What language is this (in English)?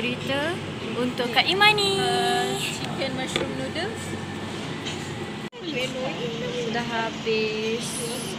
Malay